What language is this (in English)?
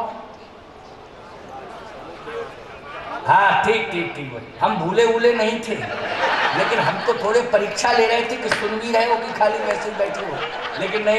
Hindi